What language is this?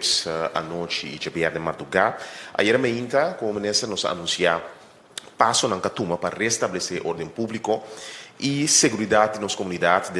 Papiamento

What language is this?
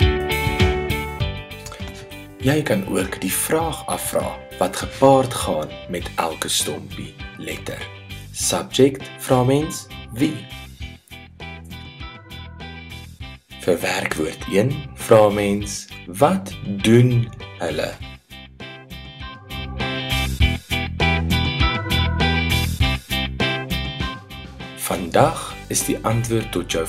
Afrikaans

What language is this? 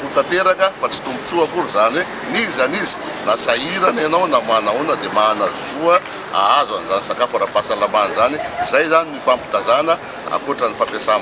Malagasy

